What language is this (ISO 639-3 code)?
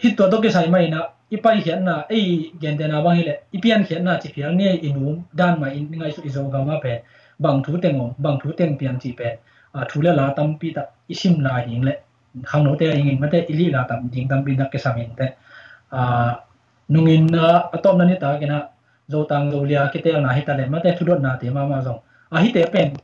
ctd